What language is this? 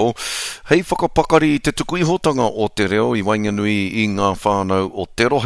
Māori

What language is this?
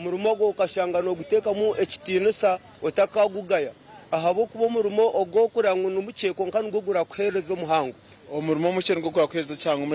Nyankole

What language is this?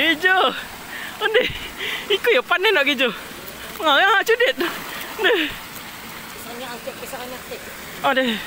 Minangkabau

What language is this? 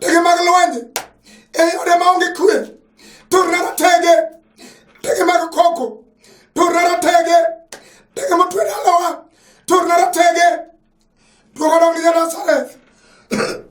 Luo (Kenya and Tanzania)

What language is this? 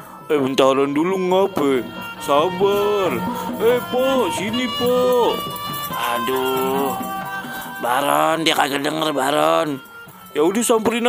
Betawi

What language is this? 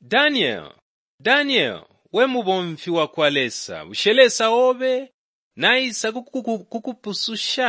Bemba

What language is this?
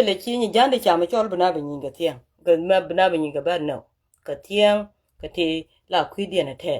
Nuer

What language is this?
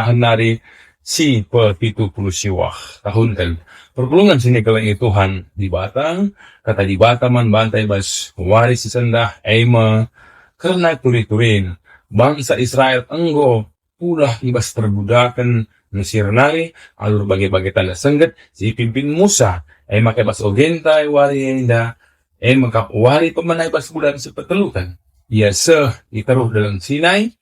Batak Karo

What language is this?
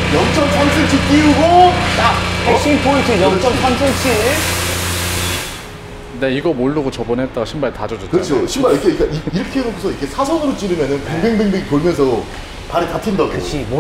Korean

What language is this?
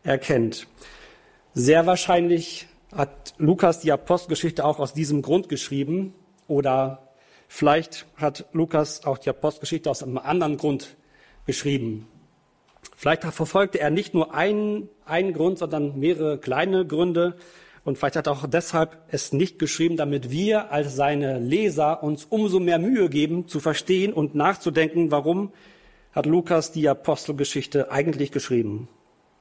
German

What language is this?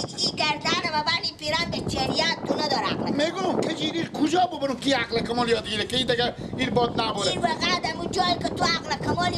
Persian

